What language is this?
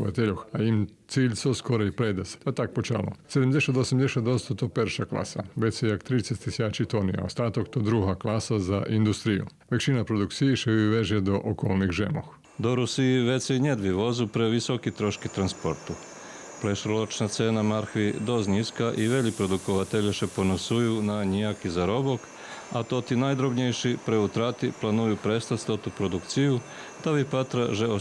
Rusyn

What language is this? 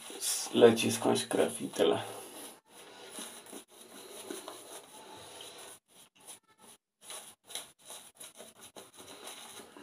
Polish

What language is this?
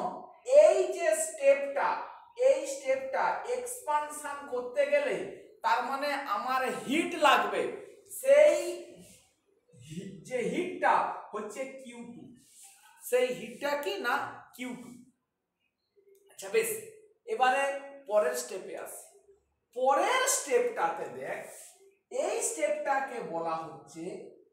Bangla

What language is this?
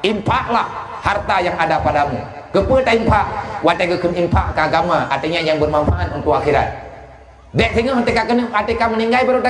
Achinese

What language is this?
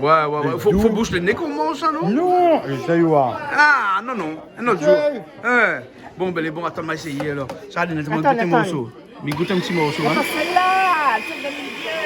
Réunion Creole French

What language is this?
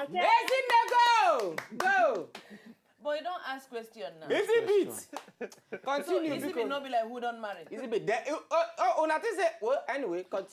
Nigerian Pidgin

